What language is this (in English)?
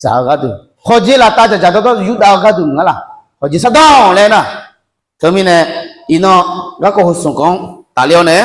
Akha